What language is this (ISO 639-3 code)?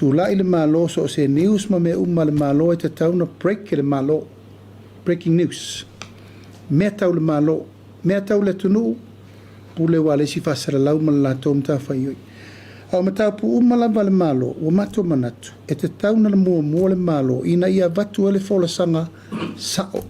smo